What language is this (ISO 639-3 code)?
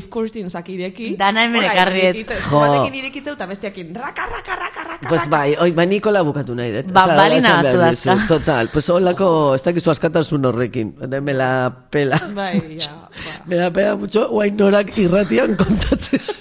eus